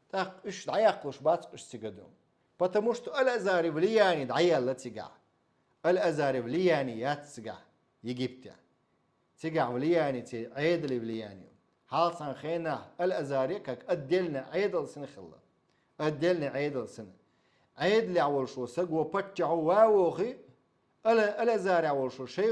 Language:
Chechen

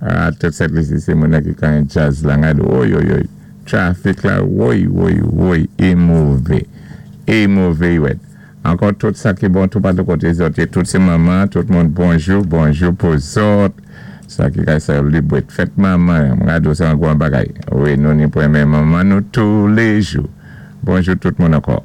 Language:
Saint Lucian Creole French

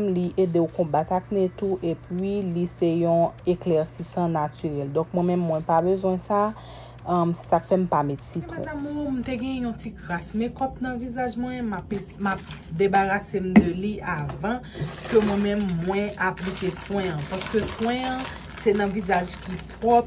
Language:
Haitian Creole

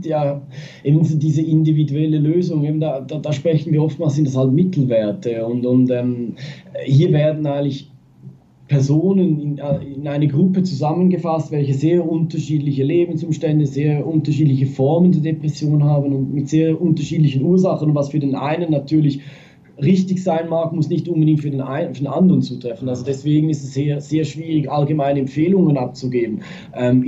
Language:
German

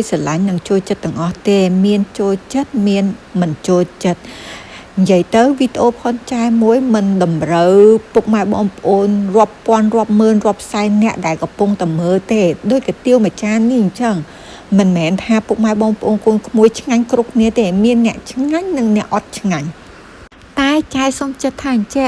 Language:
Khmer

